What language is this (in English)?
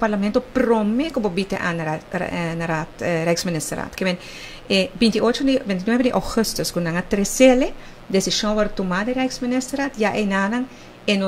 Papiamento